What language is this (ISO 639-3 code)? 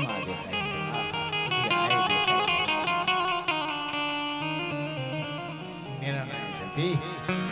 guj